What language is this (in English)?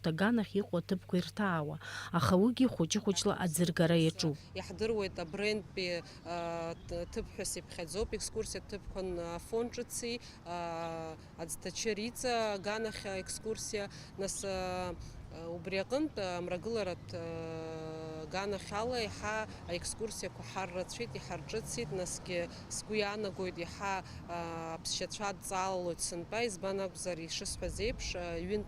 Abkhazian